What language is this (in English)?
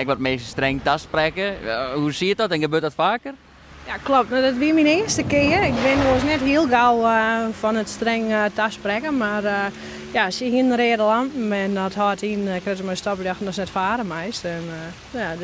Western Frisian